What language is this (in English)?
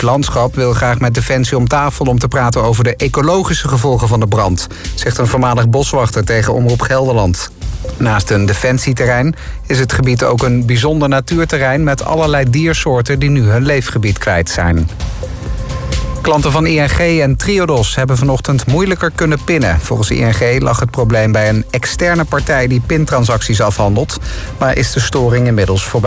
Dutch